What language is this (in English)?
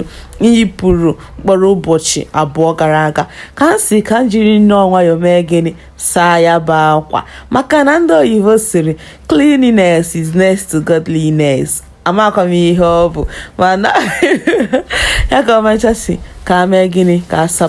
Igbo